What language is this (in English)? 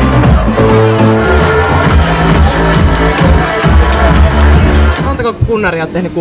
Finnish